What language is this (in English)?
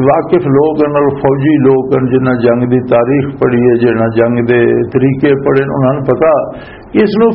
Western Panjabi